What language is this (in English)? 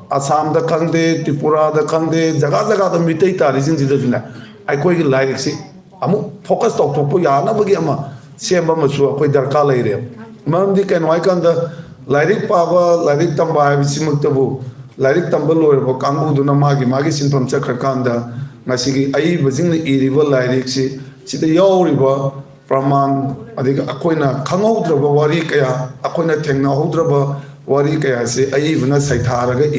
Manipuri